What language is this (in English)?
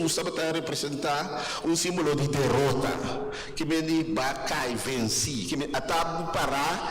Papiamento